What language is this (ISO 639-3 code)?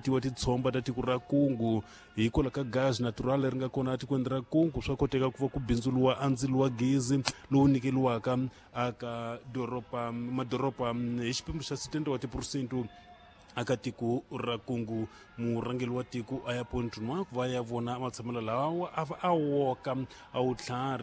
tso